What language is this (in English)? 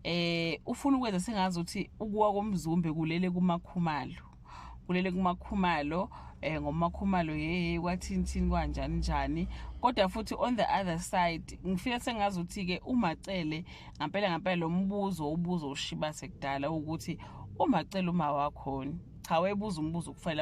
Zulu